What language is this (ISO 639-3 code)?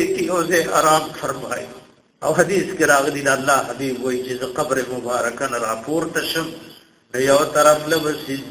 pus